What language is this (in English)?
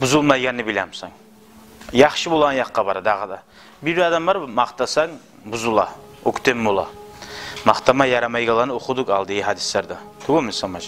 Kumyk